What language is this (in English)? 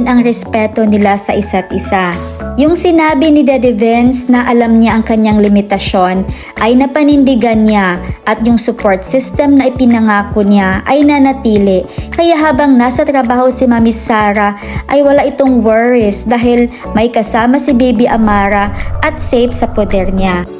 Filipino